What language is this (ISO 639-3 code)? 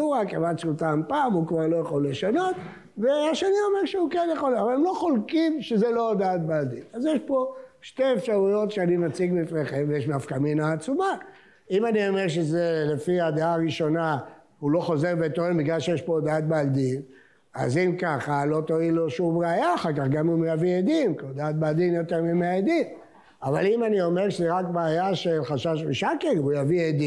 heb